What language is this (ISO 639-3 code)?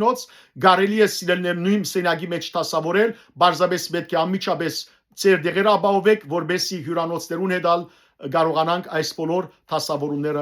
hyw